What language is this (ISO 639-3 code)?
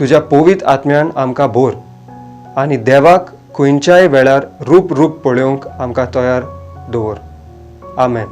kok